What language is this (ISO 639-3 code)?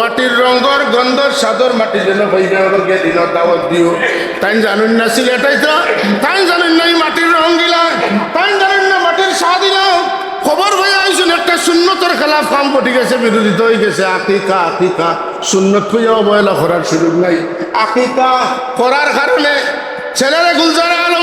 syl